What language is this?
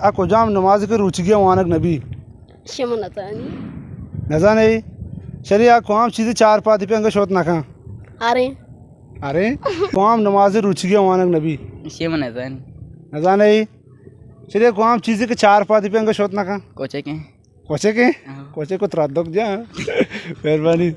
Baluchi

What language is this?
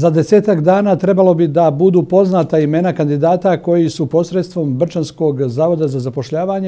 Bosnian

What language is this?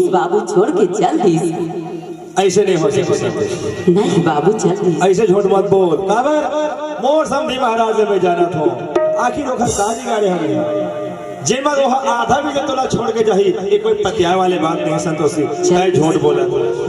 Chhattisgarhi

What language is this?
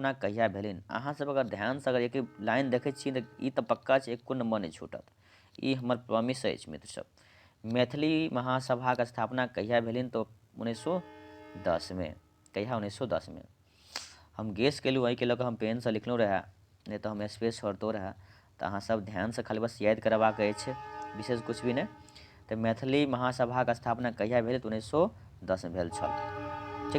Maithili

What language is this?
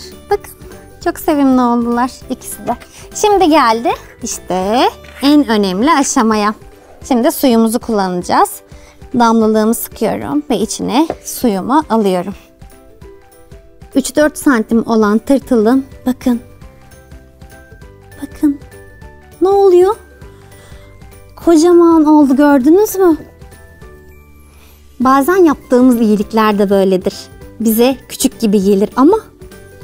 Turkish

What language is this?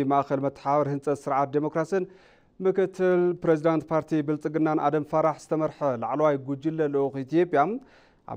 Tigrinya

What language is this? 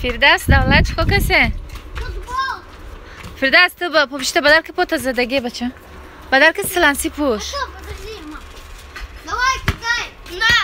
Tajik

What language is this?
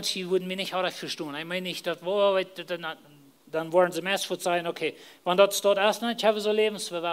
Plautdietsch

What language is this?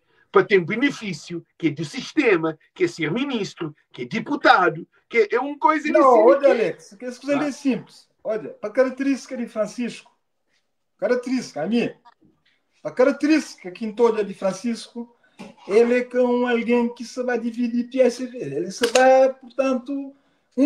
Kabuverdianu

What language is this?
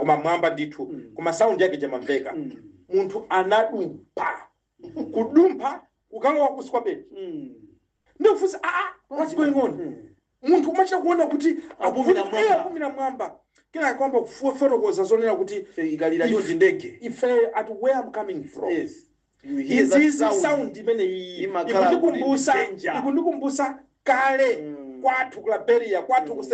Nyanja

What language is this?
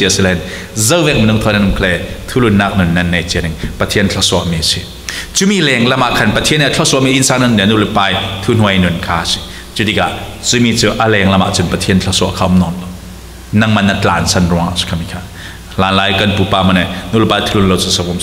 Falam Chin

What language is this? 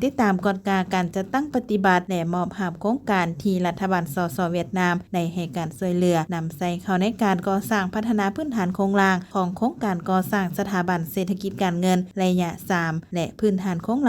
Lao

